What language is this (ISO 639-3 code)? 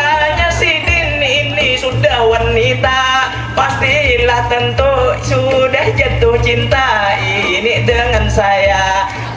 bjn